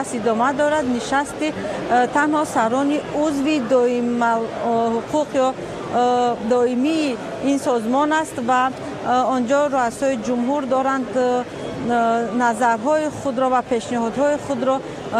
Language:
Persian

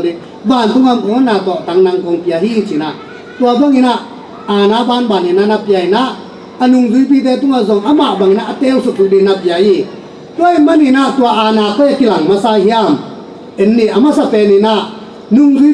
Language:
Tedim Chin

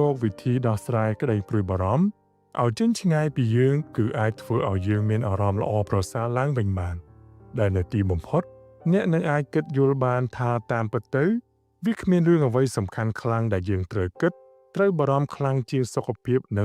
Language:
Khmer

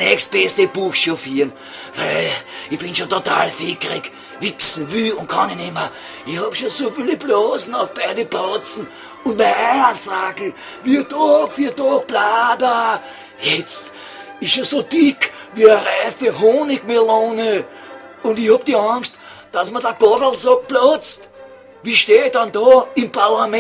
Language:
Bavarian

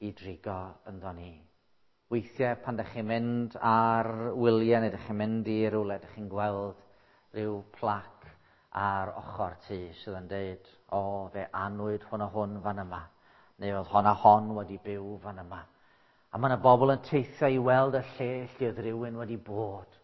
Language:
Welsh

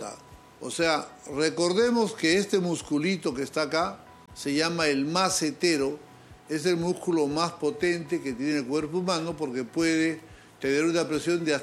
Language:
Spanish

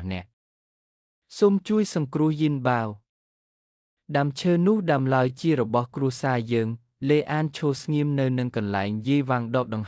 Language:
Khmer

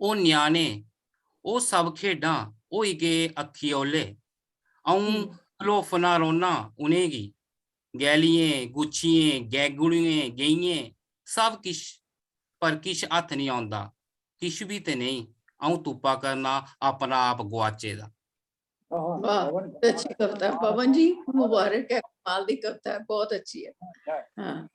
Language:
Dogri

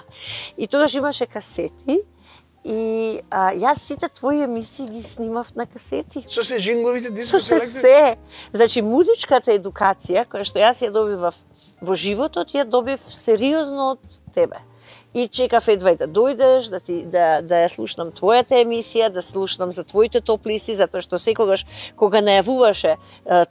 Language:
Macedonian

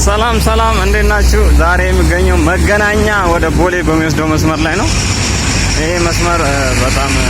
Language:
Amharic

